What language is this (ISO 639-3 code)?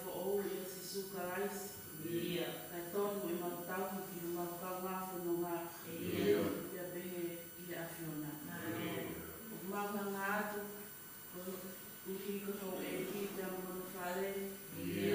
ton